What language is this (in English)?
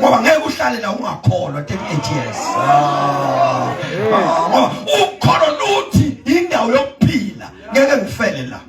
Zulu